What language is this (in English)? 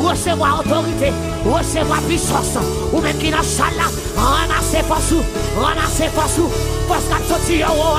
Haitian Creole